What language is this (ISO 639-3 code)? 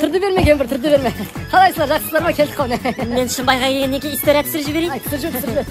kaa